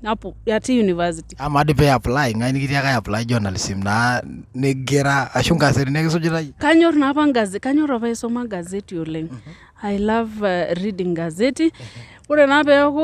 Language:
Masai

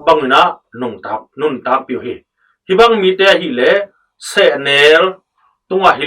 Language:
Tedim Chin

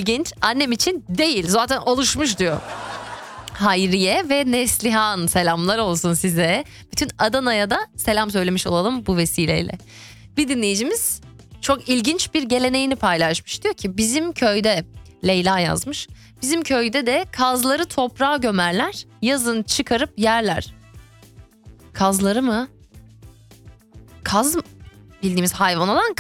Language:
Turkish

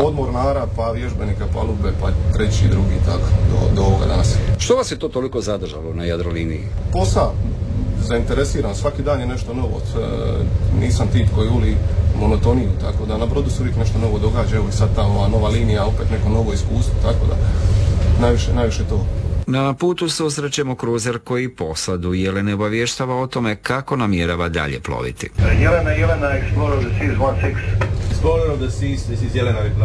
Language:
Croatian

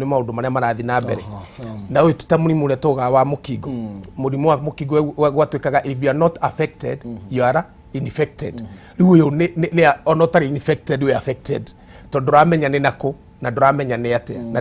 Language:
Kikuyu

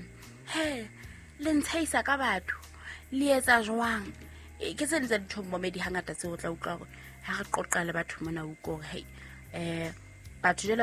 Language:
Southern Sotho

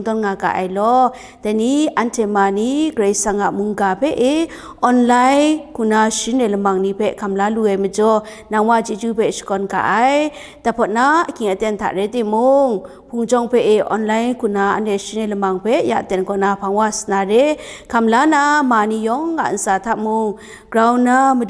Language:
Kachin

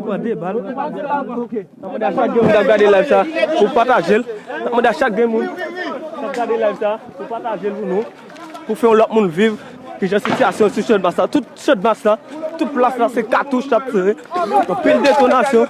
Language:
Haitian Creole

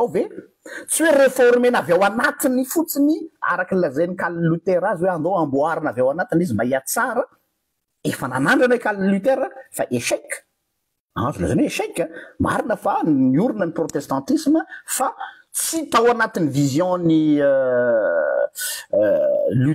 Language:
Malagasy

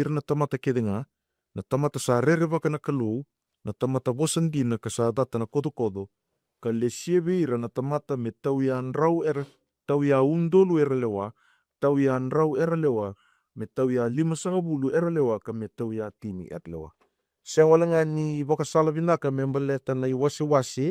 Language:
Fijian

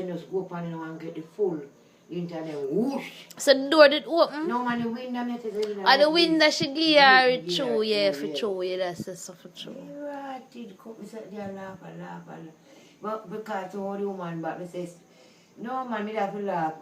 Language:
Jamaican Creole English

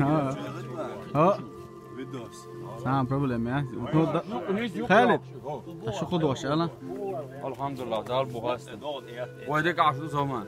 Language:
Chechen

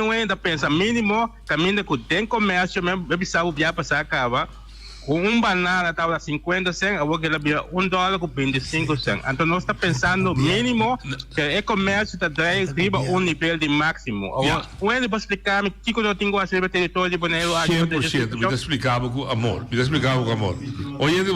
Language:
Papiamento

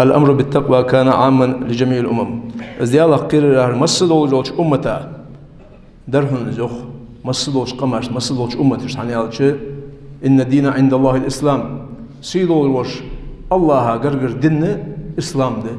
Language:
Ingush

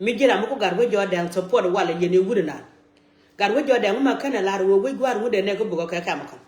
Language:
Nuer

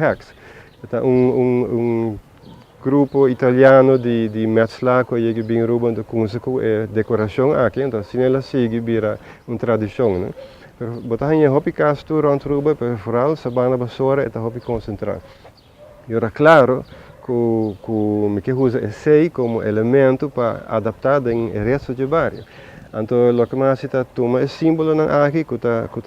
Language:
Papiamento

